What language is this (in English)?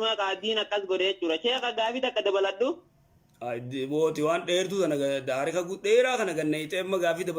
Oromo